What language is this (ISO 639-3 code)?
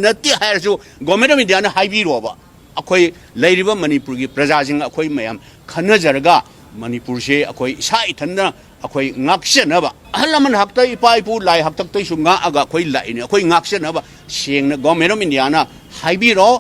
mni